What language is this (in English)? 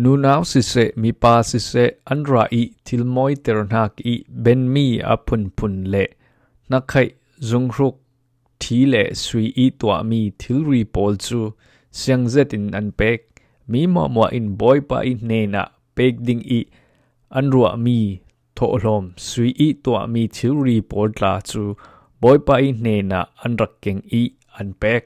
Falam Chin